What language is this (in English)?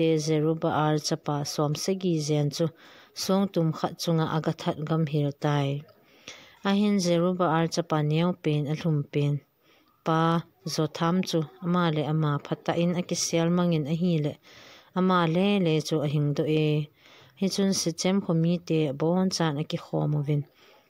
Thado Chin